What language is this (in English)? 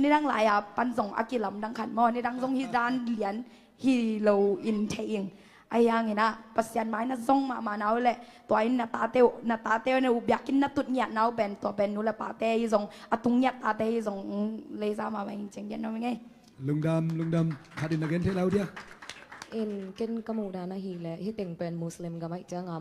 Tedim Chin